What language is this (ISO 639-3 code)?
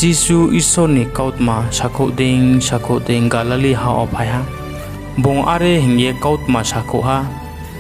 ria